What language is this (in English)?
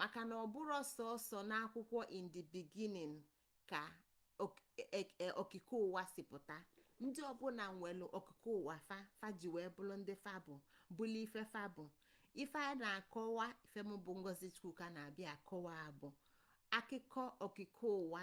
Igbo